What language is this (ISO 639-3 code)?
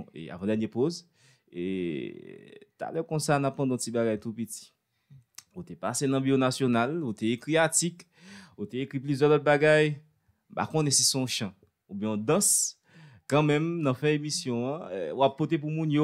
hat